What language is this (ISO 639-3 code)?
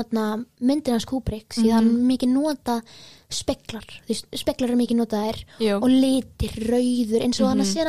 isl